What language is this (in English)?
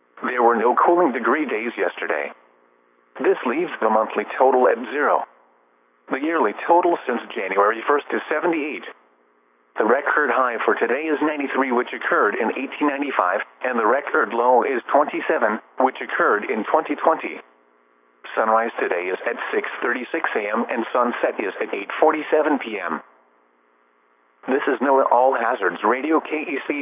English